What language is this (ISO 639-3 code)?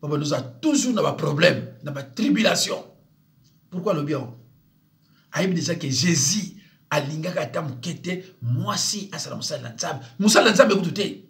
lin